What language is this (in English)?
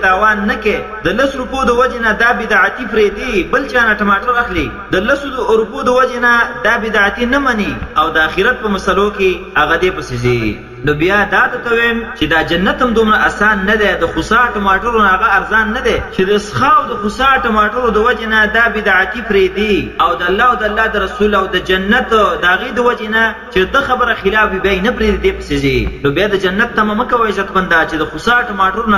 Pashto